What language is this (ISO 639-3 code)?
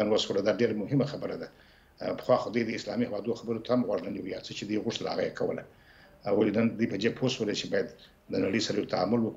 pus